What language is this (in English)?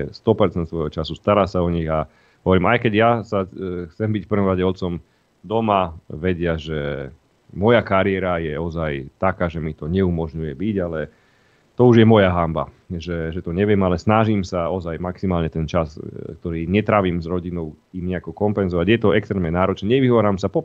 Slovak